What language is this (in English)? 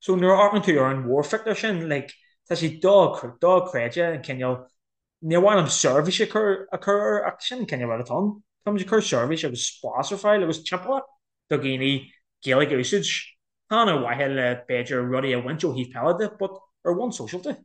Irish